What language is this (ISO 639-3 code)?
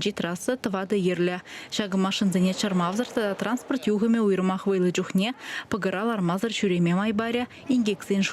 chv